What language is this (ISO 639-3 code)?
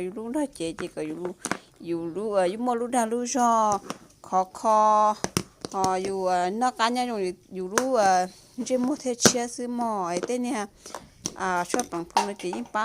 hmn